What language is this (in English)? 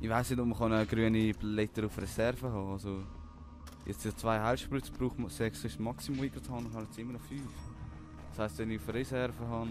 Swiss German